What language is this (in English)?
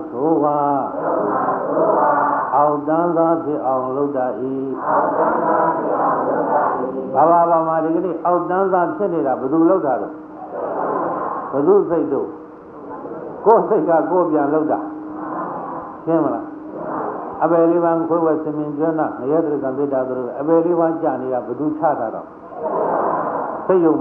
Burmese